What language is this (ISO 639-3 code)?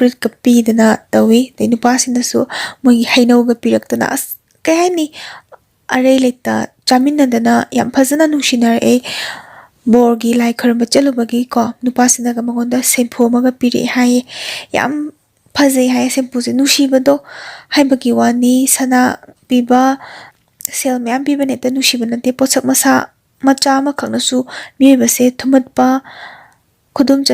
mni